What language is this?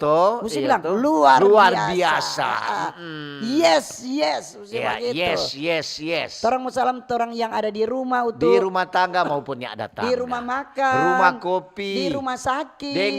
Manado Malay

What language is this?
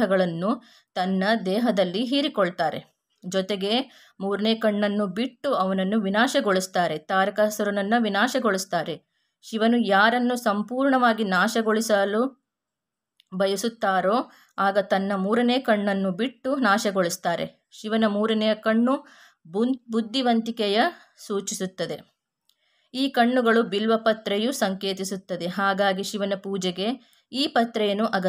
Kannada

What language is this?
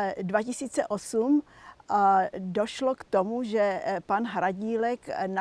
Czech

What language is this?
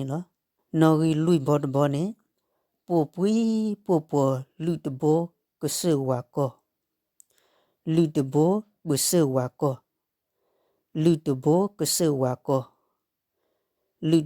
S'gaw Karen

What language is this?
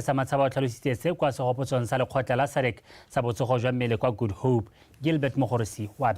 Tswana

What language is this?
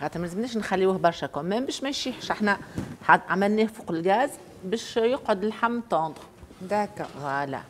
Tunisian Arabic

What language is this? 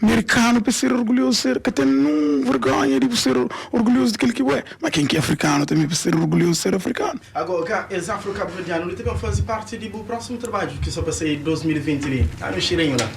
Kabuverdianu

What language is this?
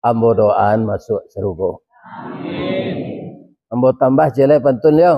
Minangkabau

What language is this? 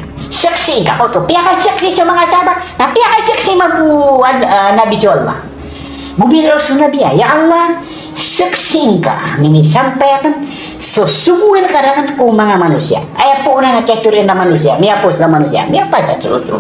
Maranao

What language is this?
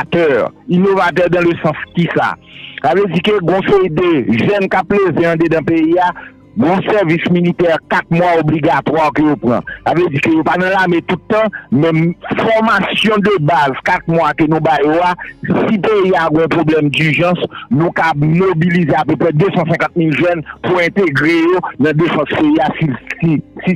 Haitian Creole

